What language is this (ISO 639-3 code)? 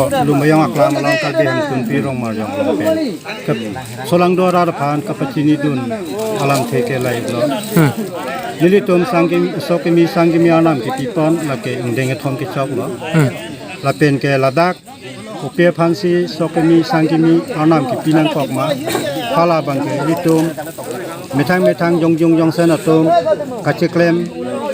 mjw